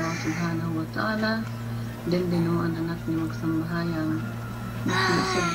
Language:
Yakan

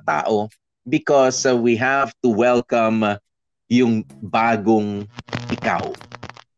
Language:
Filipino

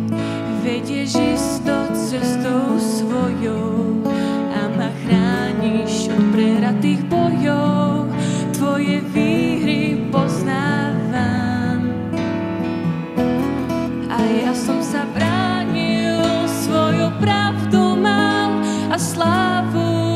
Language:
Slovak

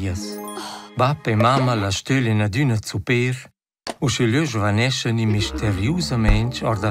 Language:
Romansh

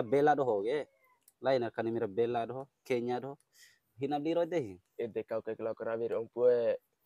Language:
Bima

